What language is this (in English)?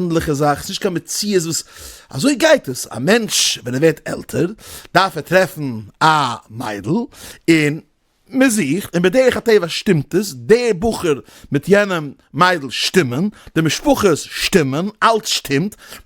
Yiddish